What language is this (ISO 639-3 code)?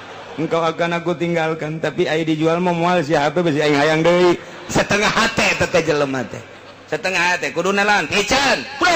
sun